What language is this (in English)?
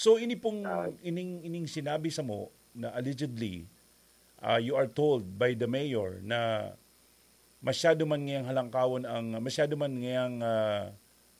Bikol